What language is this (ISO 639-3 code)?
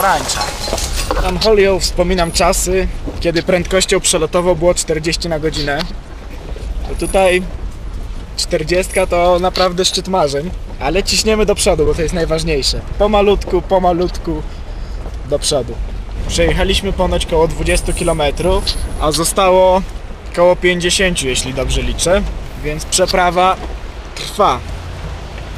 pol